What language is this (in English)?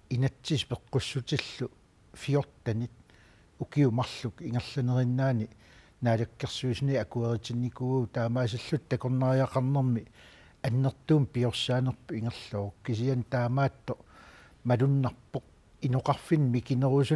Kalaallisut